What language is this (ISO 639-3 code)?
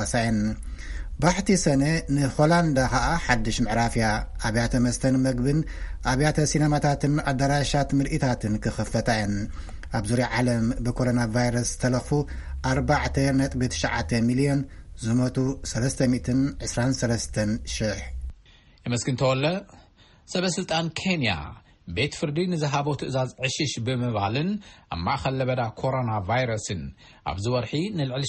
tir